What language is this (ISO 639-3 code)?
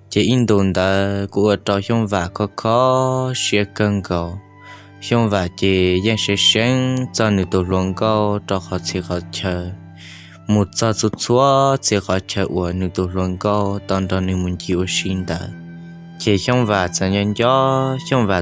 hmn